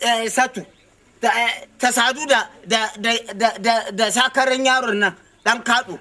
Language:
Hausa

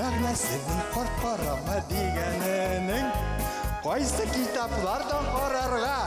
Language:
Bashkir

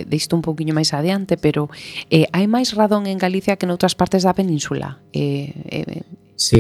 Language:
Galician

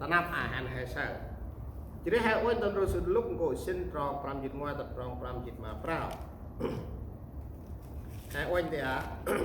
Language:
Central Mnong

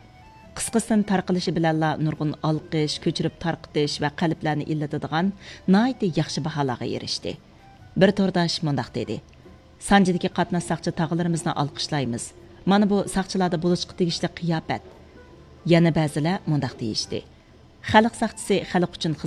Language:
Uyghur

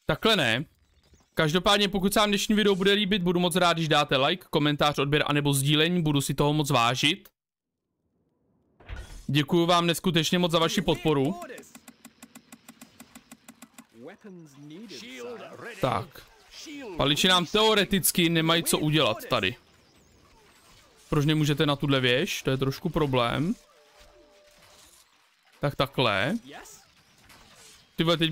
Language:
Czech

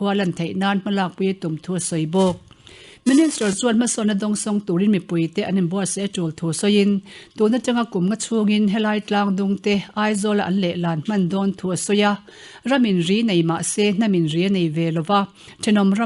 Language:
Mizo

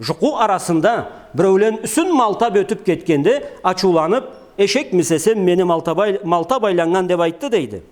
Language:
Karachay-Balkar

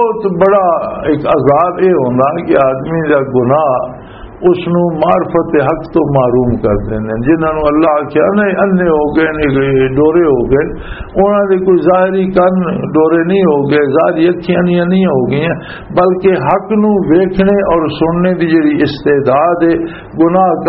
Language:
Western Panjabi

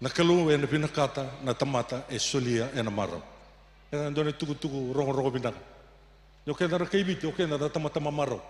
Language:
Fijian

